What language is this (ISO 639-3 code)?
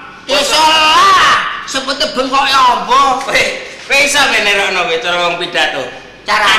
jav